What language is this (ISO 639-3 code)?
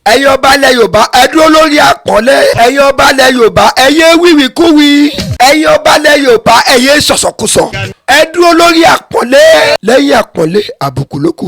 yor